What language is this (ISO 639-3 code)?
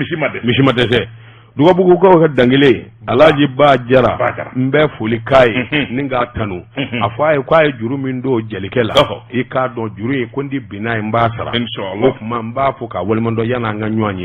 bam